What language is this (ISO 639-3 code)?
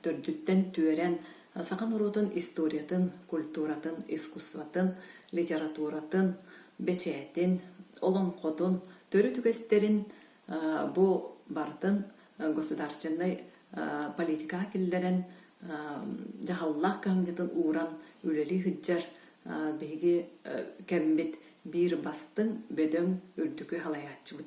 sah